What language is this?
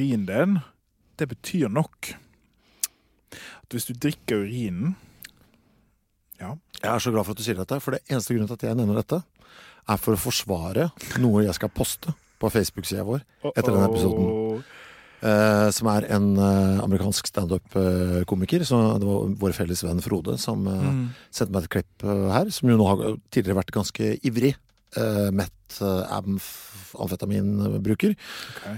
Norwegian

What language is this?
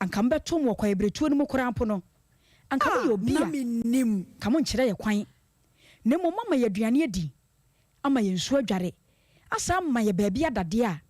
Akan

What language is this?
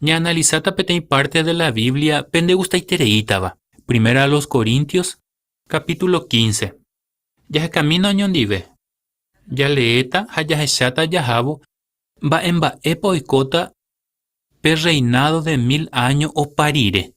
Guarani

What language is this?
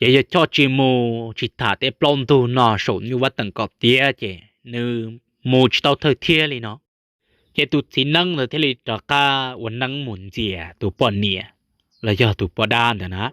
Hmong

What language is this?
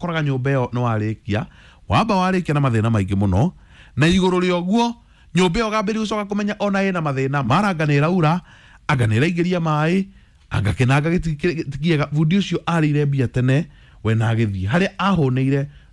Kikuyu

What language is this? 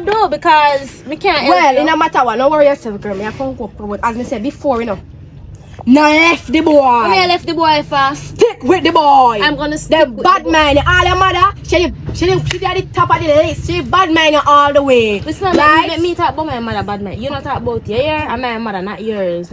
Jamaican Creole English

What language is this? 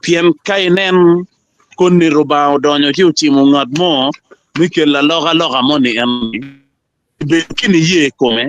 Acoli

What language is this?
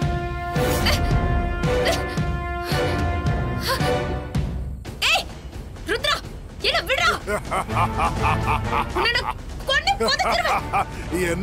Tamil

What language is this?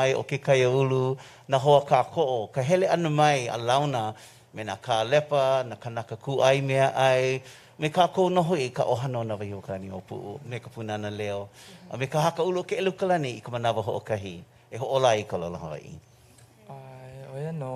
Hawaiian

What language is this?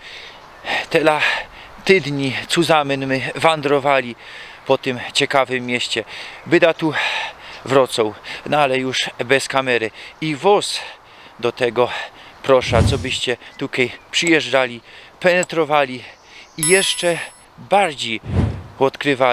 Silesian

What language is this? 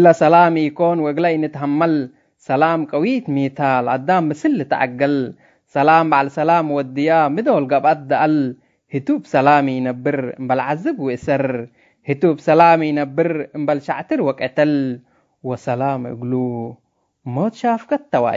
Tigre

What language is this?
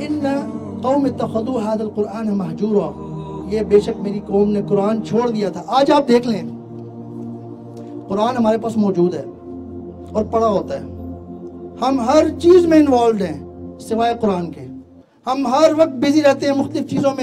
Urdu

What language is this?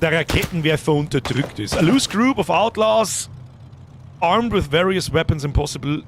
Bavarian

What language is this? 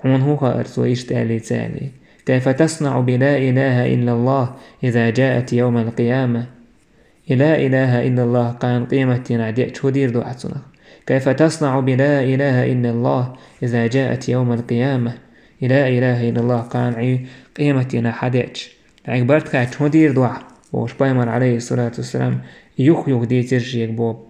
Chechen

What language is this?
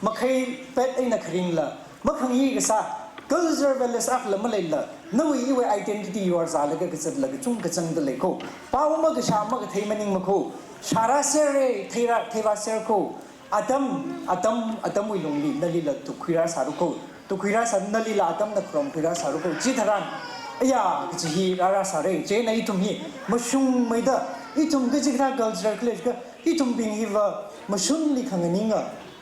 Tangkhul Naga (India)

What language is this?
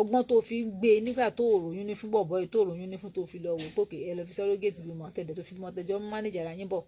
Yoruba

